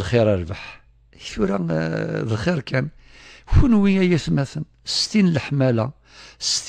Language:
Kabyle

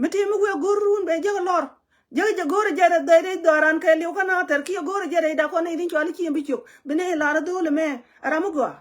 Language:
Nuer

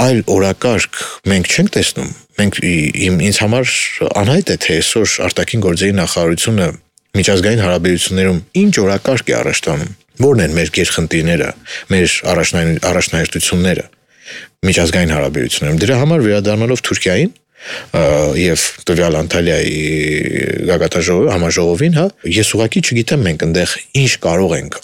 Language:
Armenian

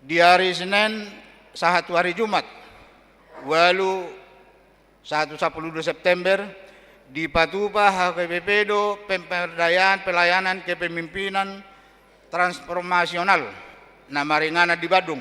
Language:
Batak Toba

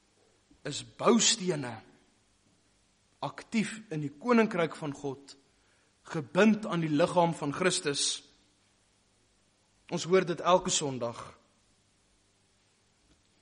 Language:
Afrikaans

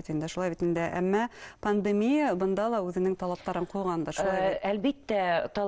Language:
Bashkir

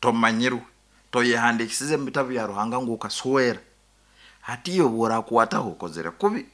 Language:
Nyankole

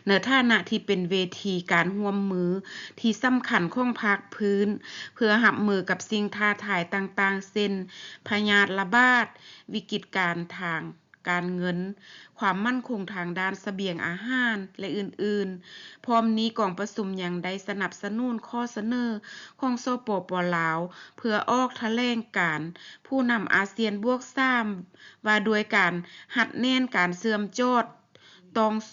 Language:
Lao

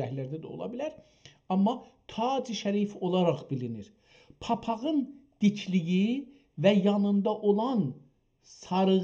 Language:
South Azerbaijani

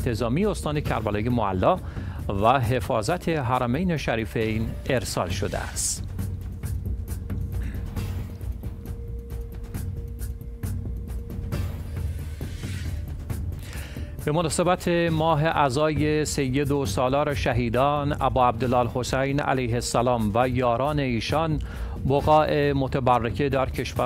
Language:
Persian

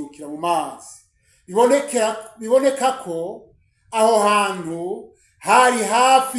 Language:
Rundi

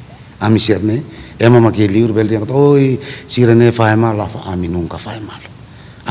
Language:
Tetum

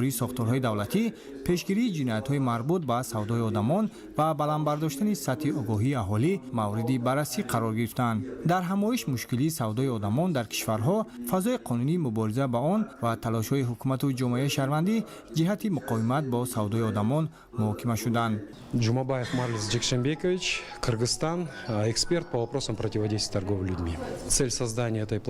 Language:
Tajik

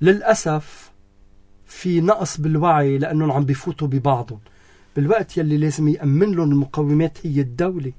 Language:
North Levantine Arabic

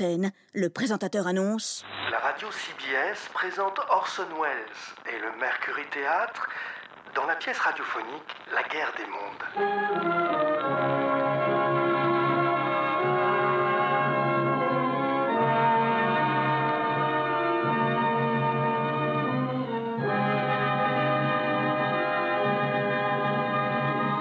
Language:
French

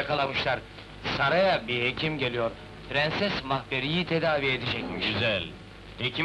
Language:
Turkish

